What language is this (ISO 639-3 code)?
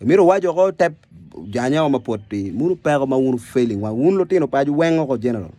ach